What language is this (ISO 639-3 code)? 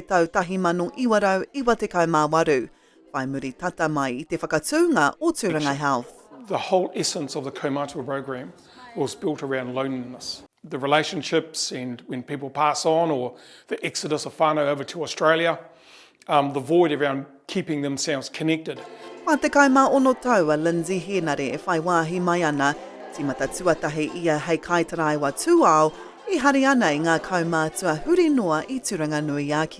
mri